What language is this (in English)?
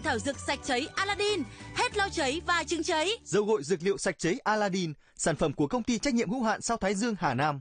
Vietnamese